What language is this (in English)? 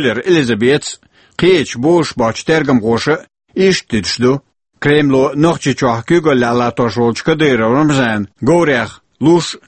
Chechen